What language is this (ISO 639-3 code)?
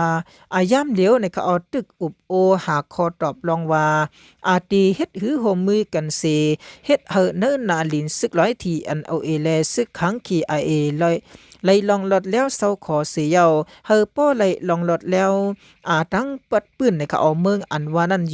shn